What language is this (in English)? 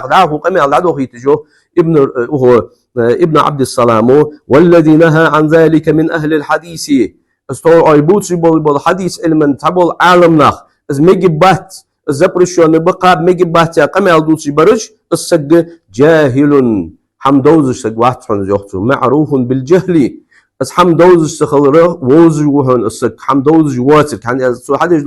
Ingush